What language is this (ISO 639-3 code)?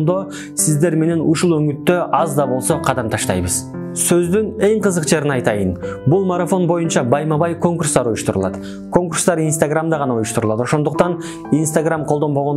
kir